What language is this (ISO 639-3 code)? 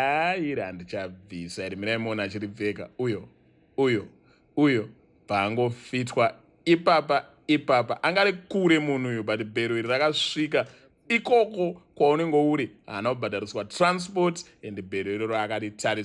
sna